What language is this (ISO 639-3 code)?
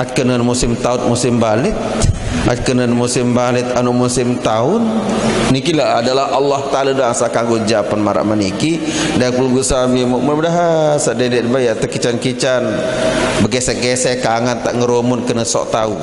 sas